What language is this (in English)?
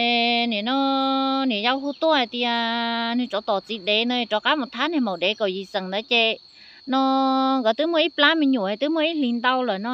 Hmong